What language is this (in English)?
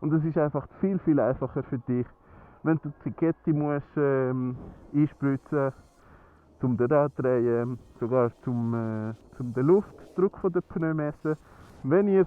Swiss German